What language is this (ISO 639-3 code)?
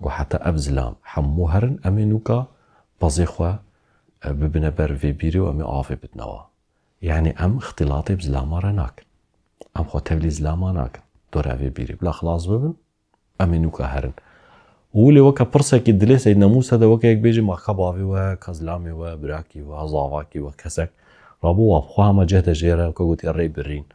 kur